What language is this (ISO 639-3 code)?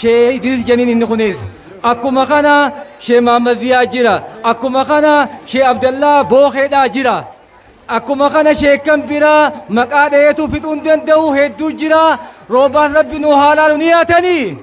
orm